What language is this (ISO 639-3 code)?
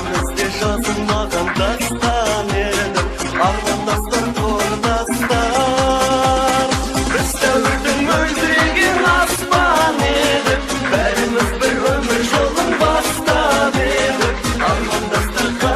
kaa